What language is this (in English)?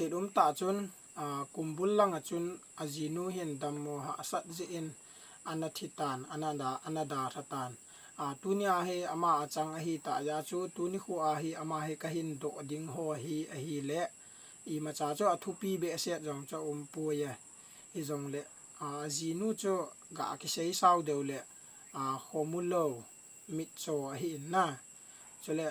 Thado Chin